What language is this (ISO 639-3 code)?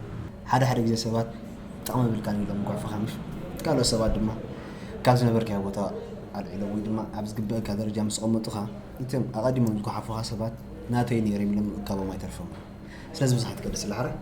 tir